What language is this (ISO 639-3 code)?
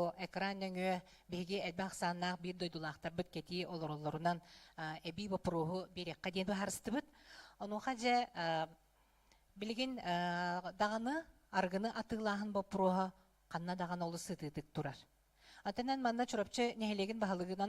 sah